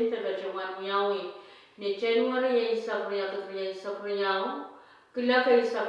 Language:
Pohnpeian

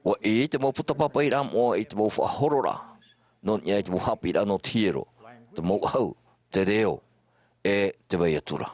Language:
Tahitian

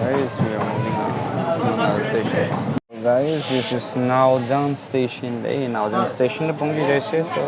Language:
Naga Pidgin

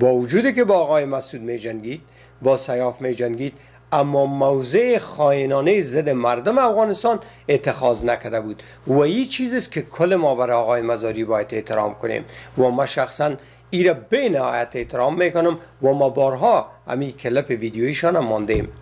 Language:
Persian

